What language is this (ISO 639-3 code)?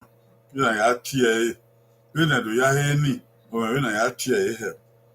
bin